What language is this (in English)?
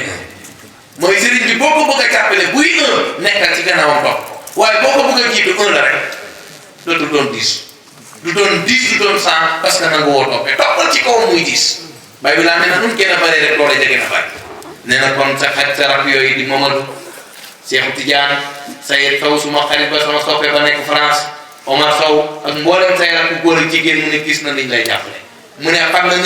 Wolof